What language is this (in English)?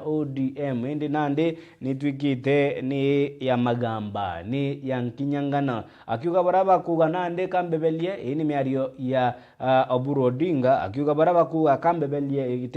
Meru